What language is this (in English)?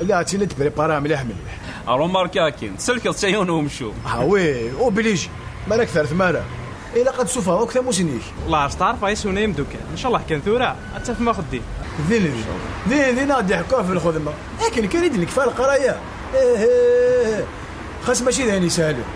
Kabyle